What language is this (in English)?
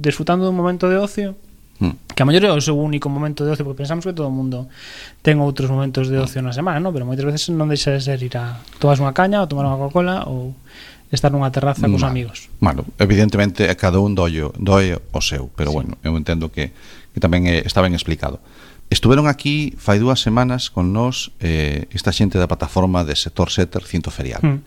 Galician